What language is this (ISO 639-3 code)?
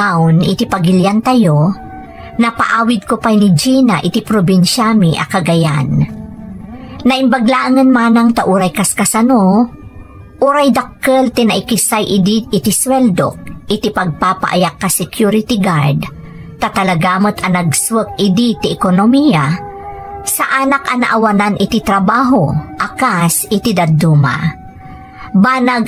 ilo